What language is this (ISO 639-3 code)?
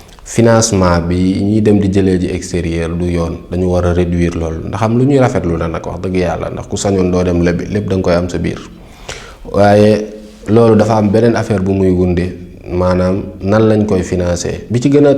wol